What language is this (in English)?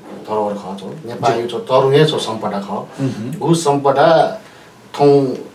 Newari